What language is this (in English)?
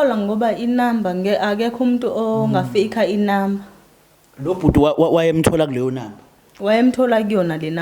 Zulu